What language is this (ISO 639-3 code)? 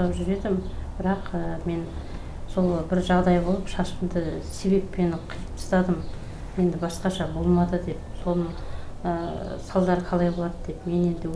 kaz